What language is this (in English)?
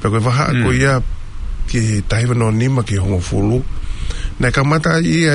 Tongan